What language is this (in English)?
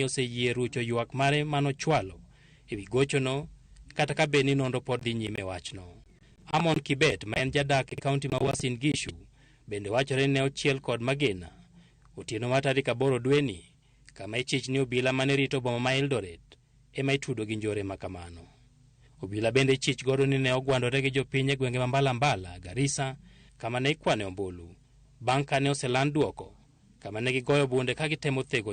Luo (Kenya and Tanzania)